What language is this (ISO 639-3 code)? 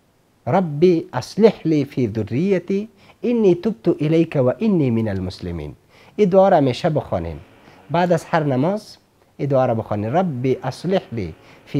fas